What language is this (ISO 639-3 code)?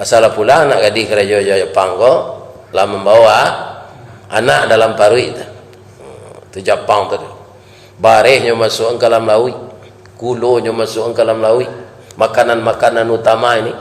min